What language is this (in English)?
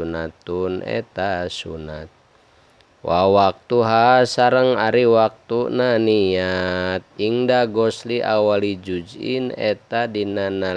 Sundanese